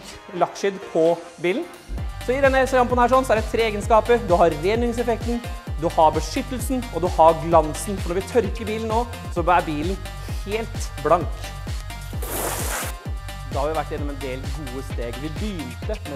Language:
Norwegian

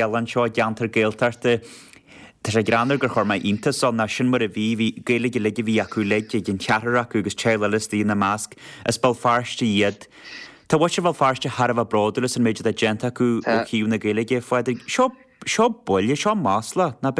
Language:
Irish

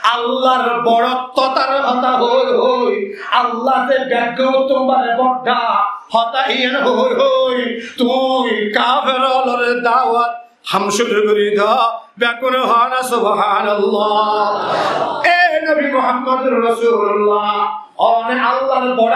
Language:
Rohingya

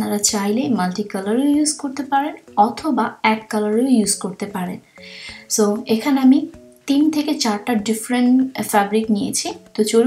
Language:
Bangla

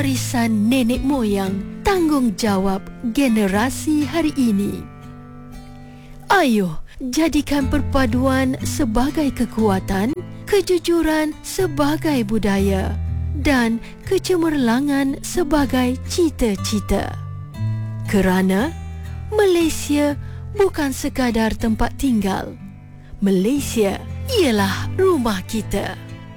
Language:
Malay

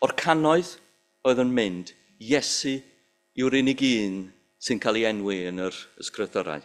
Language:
Welsh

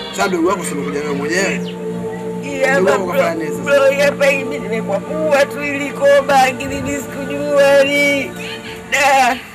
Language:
Swahili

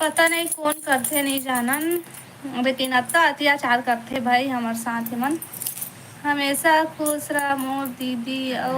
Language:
Chhattisgarhi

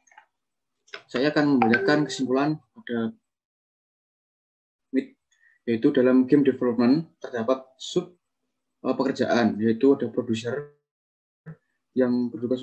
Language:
Indonesian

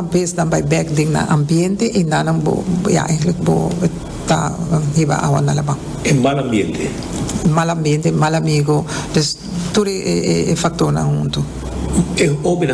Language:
Papiamento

